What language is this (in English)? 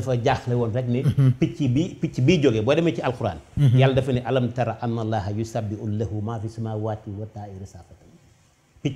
Wolof